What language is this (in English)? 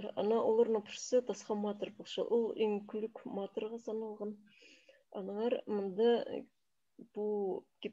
Khakas